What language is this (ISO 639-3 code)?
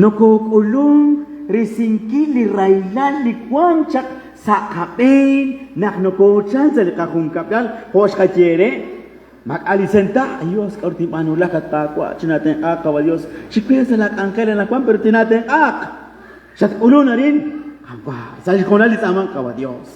kek